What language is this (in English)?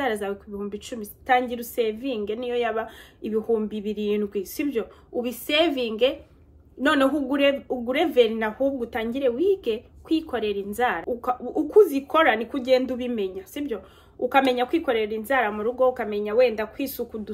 Kinyarwanda